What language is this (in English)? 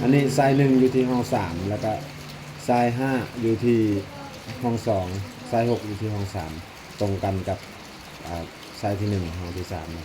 Lao